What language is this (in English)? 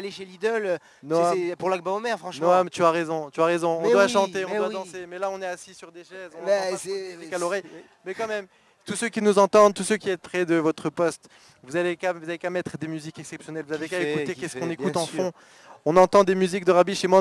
French